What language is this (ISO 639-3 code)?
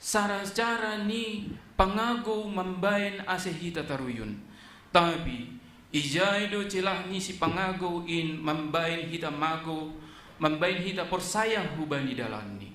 bts